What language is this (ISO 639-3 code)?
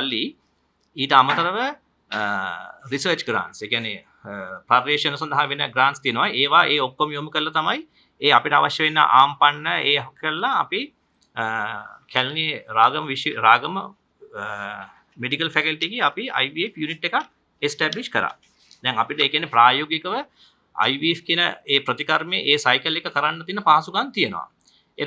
sin